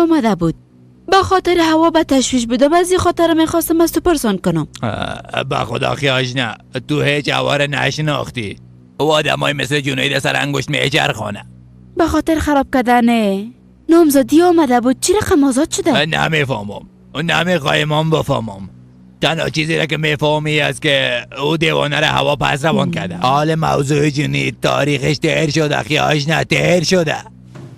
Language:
Persian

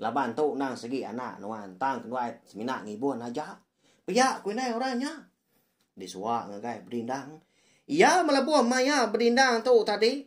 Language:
Iban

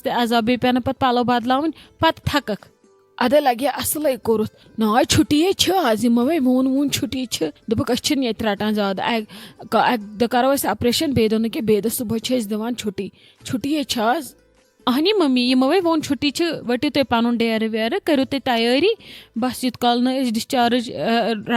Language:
Kashmiri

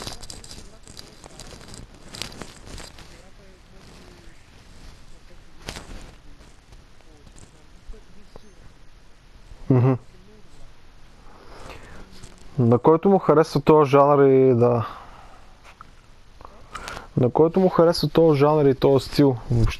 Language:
Bulgarian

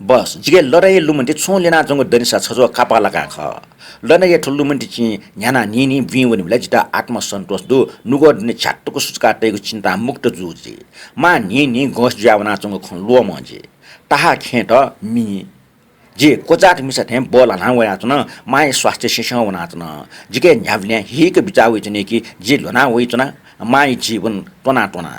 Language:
Newari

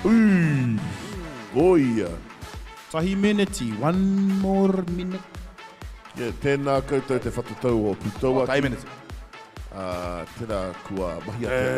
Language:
Māori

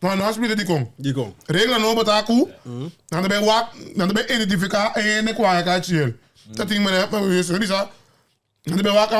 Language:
Papiamento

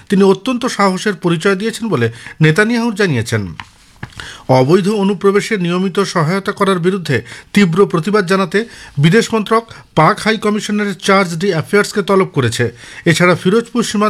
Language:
Bangla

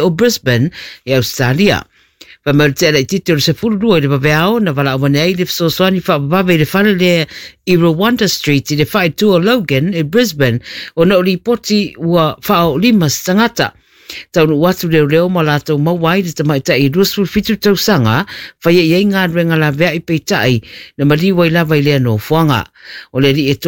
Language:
Samoan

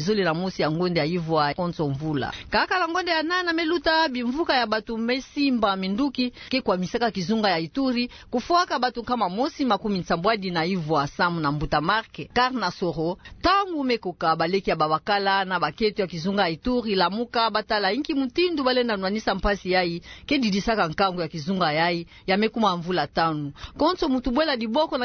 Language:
Kituba (Democratic Republic of Congo)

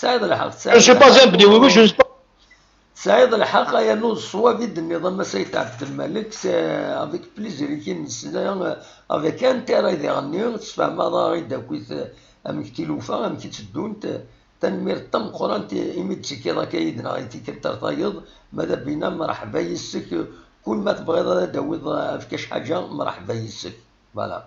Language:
Kabyle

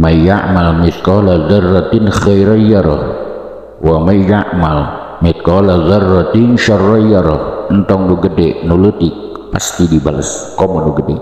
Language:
Sundanese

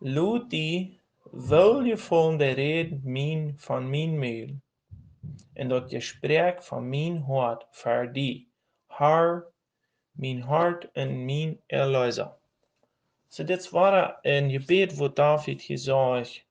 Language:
Plautdietsch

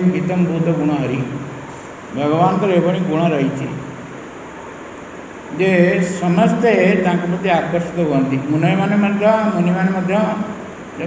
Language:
Odia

